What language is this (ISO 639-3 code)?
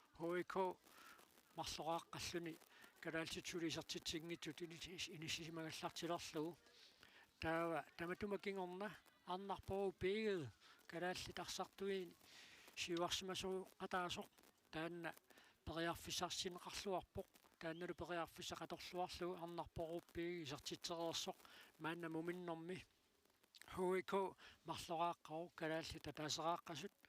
kal